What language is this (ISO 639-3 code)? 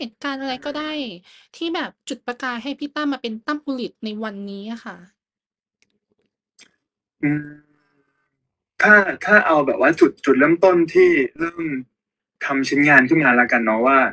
tha